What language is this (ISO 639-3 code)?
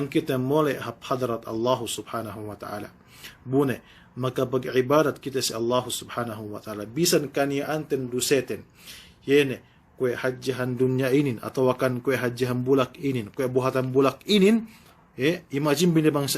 yka